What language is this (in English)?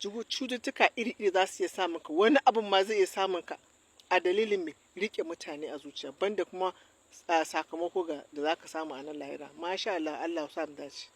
Hausa